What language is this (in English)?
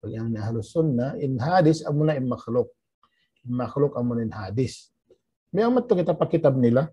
Tausug